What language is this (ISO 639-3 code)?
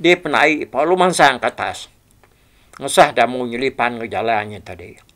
iba